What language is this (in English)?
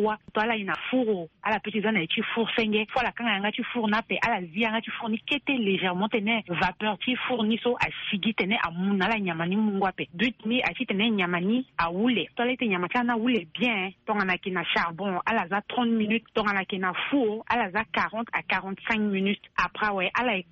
Sango